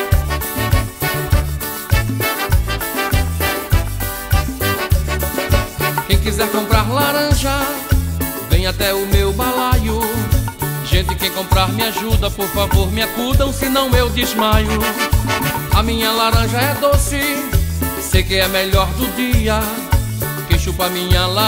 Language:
Portuguese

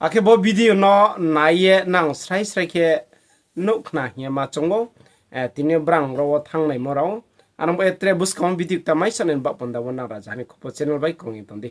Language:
Riang (India)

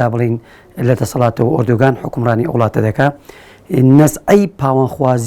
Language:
Central Kurdish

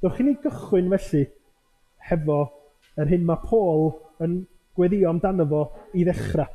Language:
Welsh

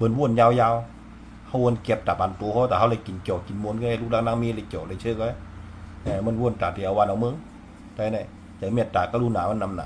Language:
Shan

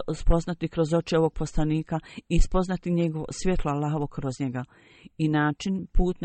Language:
Bosnian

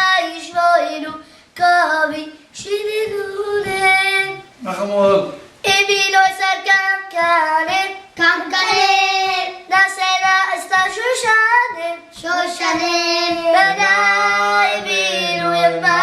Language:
Yiddish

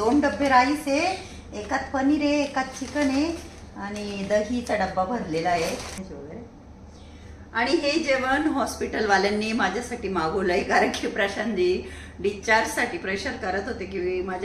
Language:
Marathi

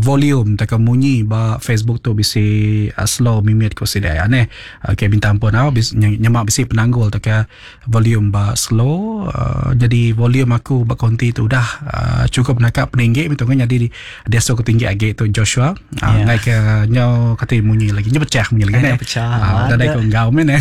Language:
Iban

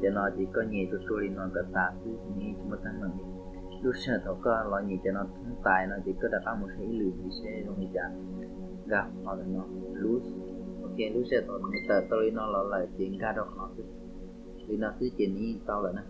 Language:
Hmong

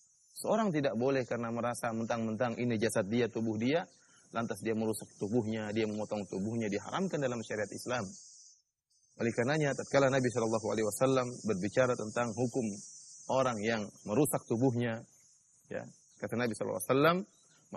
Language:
Indonesian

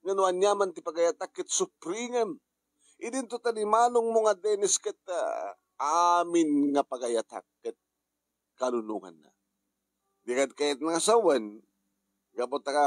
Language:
Iloko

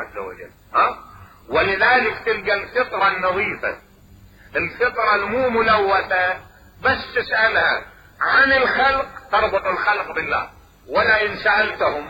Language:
Mesopotamian Arabic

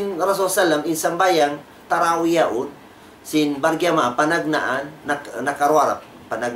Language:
Tausug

